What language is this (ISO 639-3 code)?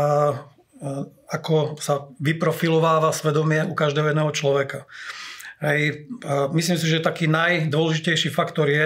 slk